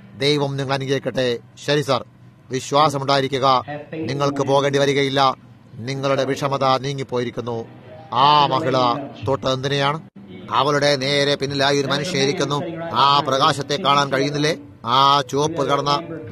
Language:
Malayalam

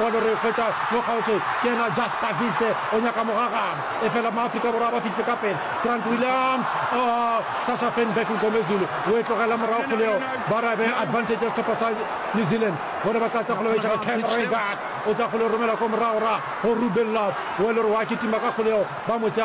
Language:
Northern Sotho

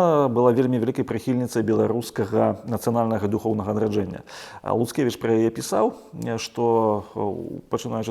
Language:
Belarusian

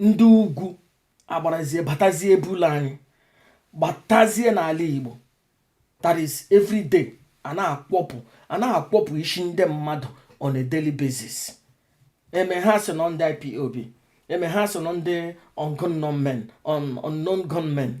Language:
Igbo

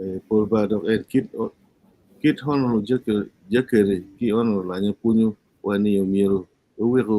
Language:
Acoli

